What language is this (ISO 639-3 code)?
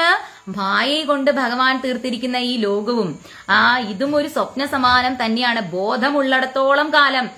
mal